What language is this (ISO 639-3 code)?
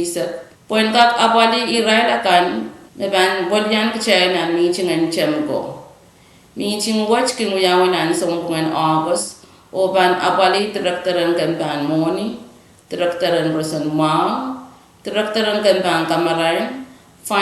pon